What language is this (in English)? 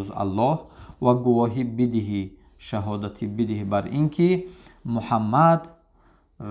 Tajik